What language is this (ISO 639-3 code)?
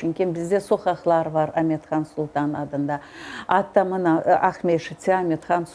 crh